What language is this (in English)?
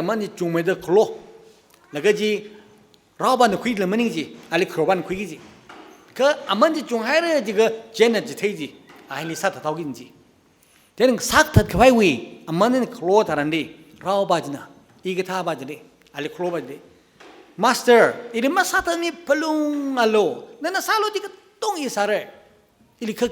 Tangkhul Naga (India)